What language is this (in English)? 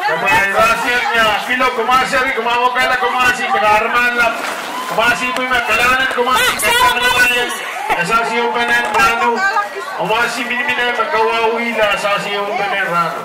Pohnpeian